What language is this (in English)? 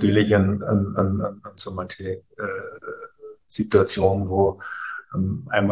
German